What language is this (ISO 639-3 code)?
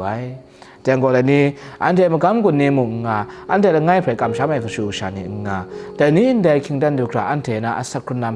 kac